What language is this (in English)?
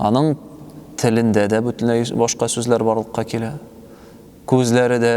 Tatar